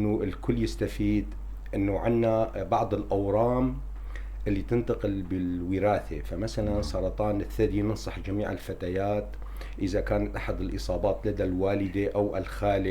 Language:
North Levantine Arabic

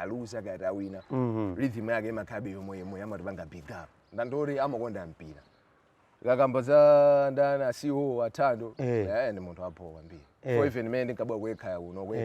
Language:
Nyanja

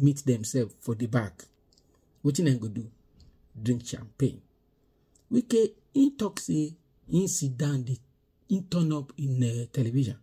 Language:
Nigerian Pidgin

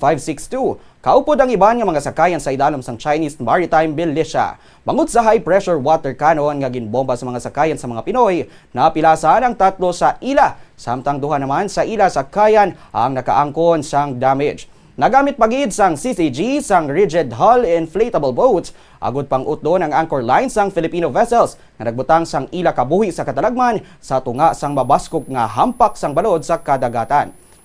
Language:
Hiligaynon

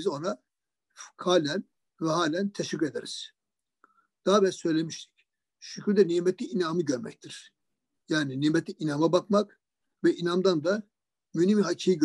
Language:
Turkish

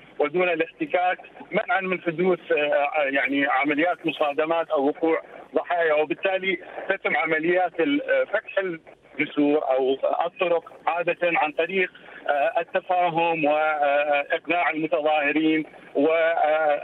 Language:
Mesopotamian Arabic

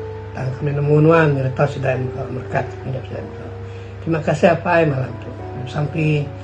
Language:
Iban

